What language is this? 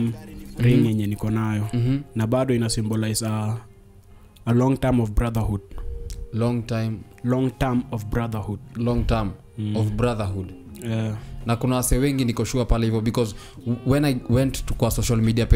Swahili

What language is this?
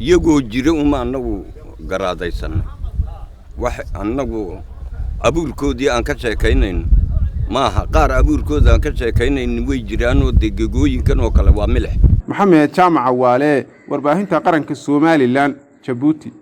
Somali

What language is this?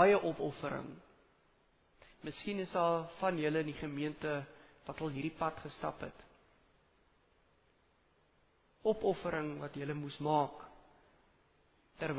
Afrikaans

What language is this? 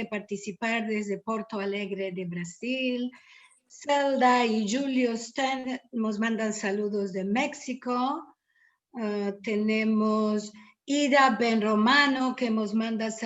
Ladino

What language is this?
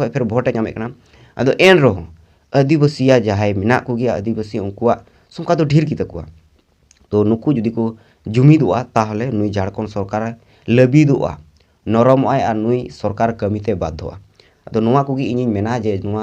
Santali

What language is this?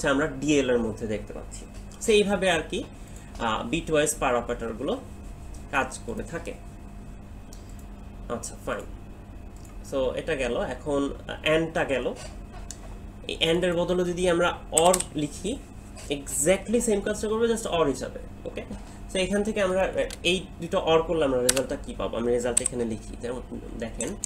Bangla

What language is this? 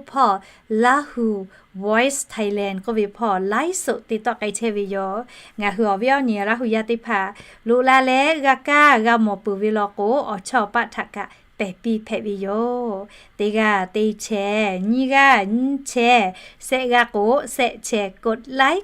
Lahu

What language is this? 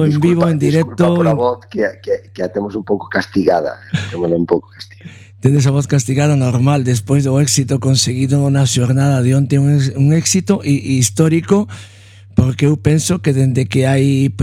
Galician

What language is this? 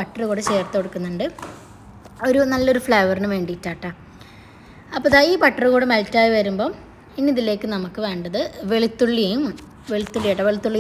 Malayalam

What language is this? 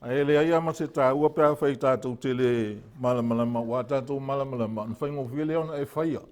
Samoan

